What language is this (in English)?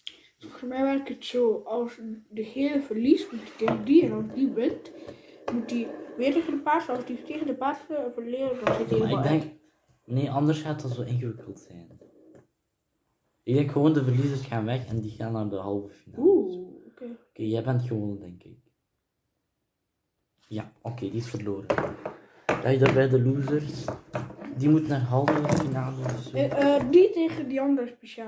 Dutch